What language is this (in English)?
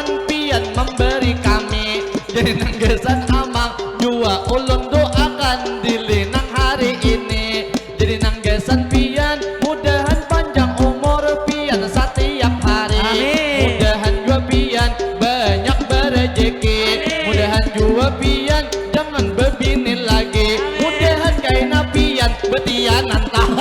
Banjar